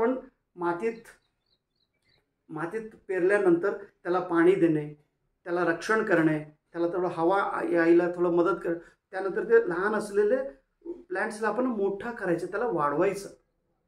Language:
Marathi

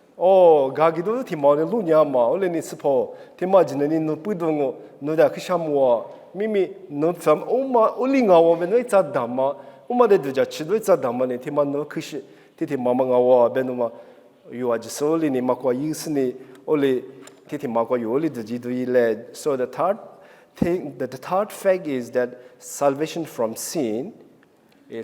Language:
Lisu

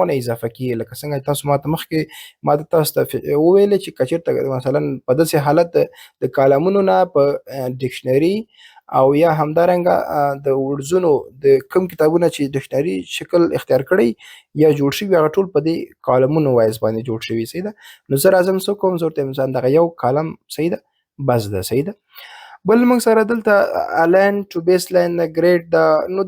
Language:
Pashto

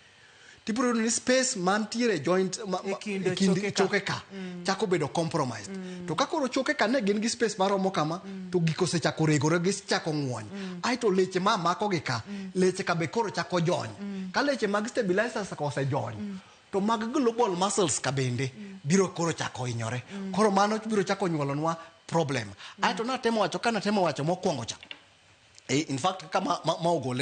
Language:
Luo (Kenya and Tanzania)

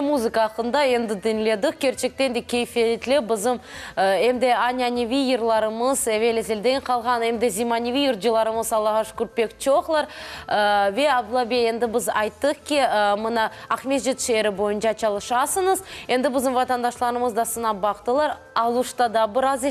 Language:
Crimean Tatar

